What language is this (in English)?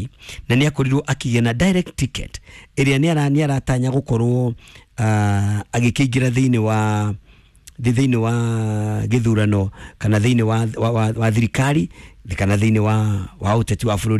Kikuyu